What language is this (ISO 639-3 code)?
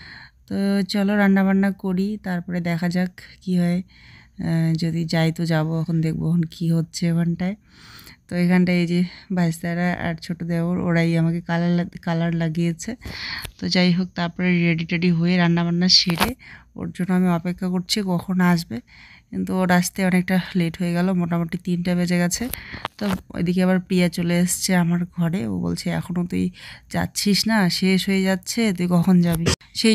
ben